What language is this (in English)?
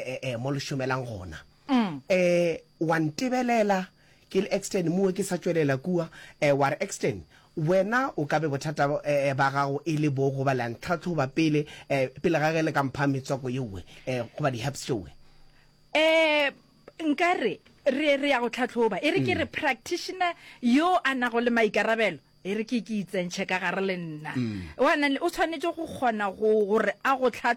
Northern Sotho